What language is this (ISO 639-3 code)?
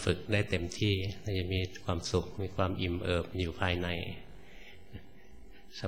tha